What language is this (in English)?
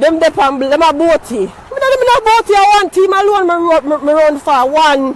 Jamaican Creole English